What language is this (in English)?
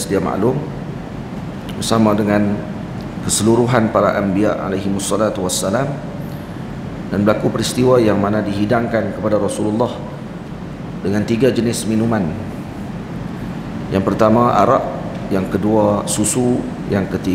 Malay